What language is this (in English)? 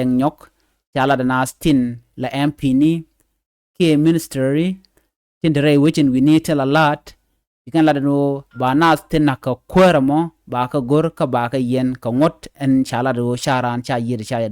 Nuer